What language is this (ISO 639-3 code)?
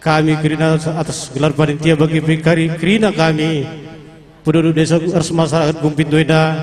btx